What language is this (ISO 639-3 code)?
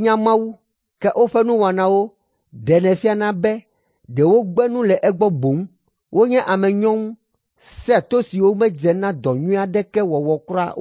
ewe